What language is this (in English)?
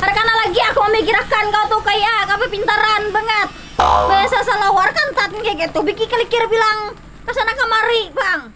Banjar